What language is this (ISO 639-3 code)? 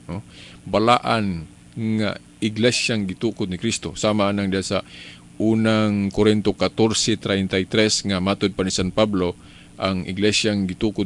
ceb